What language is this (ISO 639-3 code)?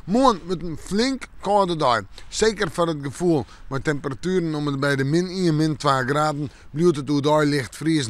fry